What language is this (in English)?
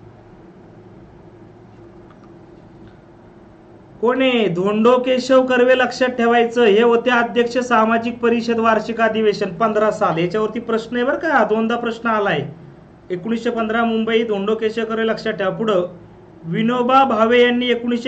Marathi